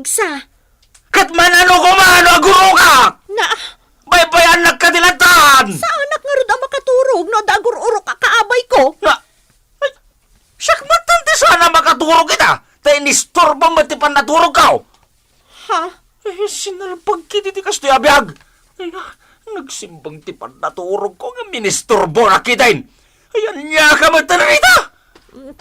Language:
Iloko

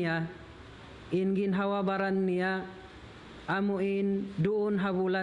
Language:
Tausug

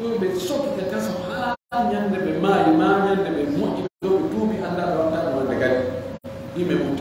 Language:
Fula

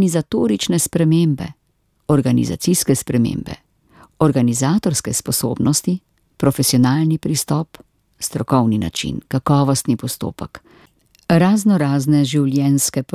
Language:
Slovenian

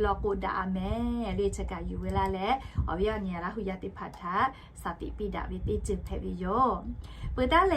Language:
Lahu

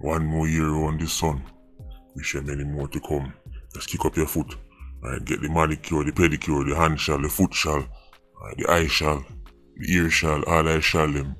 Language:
Jamaican Creole English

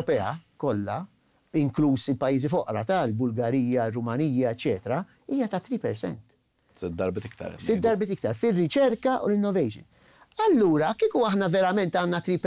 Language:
Maltese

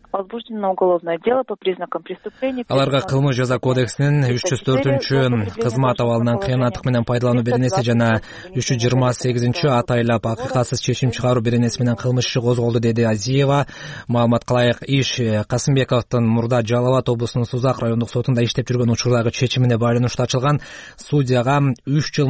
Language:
Kyrgyz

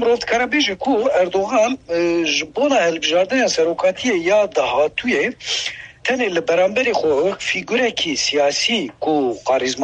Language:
Kurdish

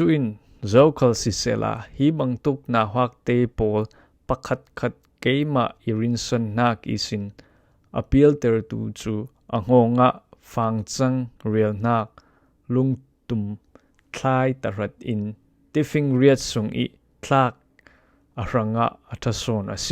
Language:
Falam Chin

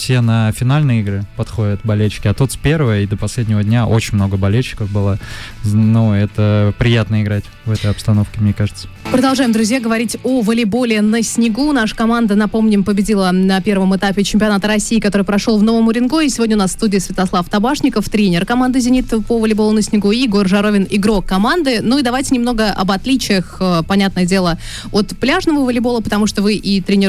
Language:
Russian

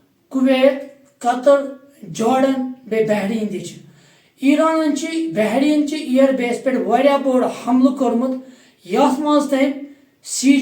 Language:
Kashmiri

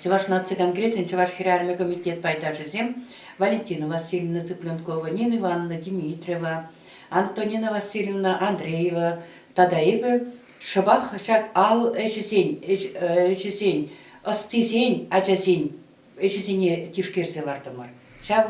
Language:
Chuvash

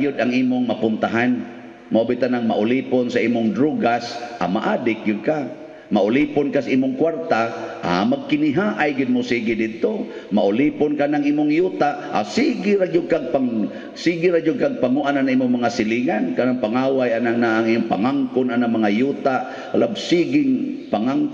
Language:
Cebuano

